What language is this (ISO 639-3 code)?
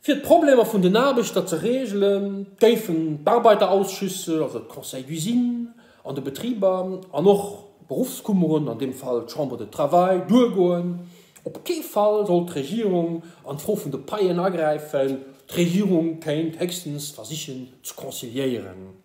ltz